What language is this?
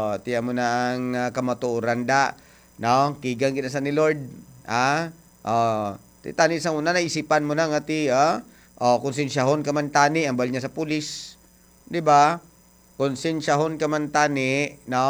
Hiligaynon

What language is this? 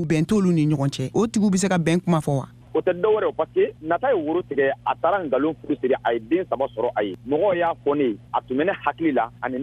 Bambara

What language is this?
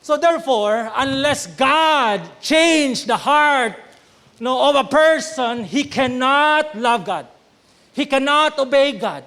Cebuano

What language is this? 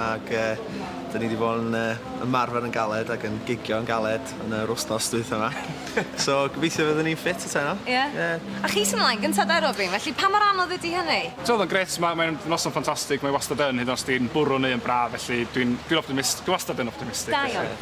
Welsh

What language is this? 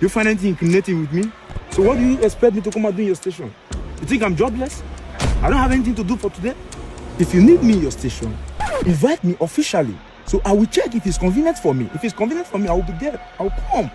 Nigerian Pidgin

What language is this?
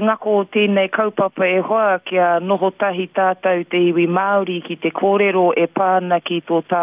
Māori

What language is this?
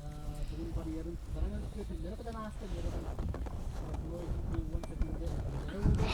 Yakut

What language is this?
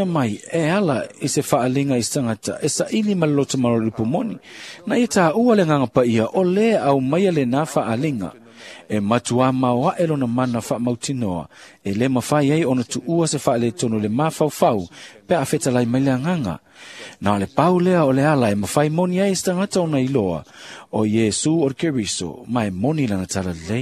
Samoan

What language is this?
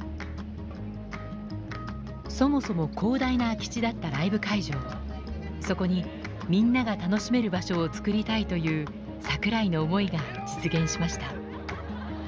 Japanese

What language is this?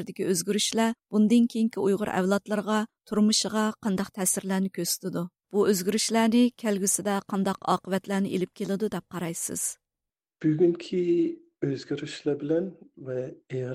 Uyghur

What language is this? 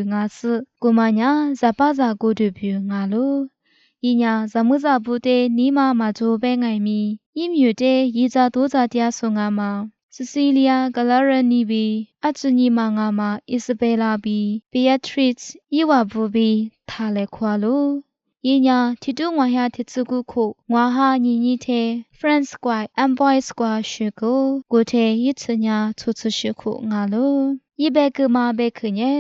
Lisu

